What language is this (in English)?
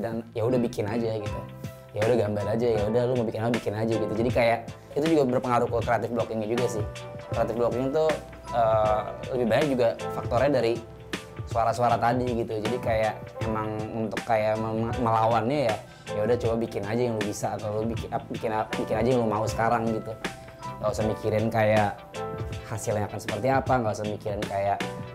Indonesian